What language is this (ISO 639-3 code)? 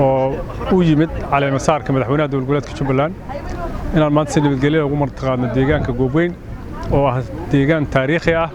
som